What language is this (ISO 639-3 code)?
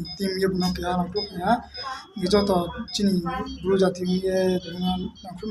ria